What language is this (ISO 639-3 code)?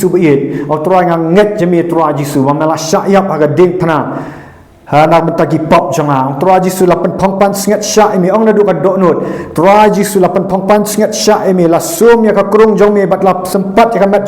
kha